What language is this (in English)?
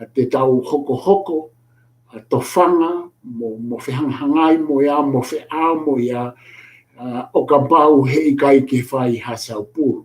Tongan